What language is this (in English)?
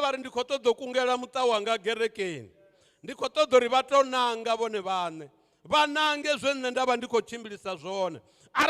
Venda